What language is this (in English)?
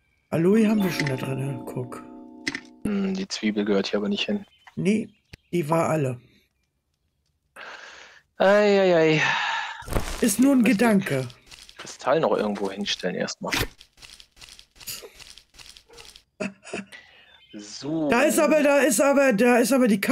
German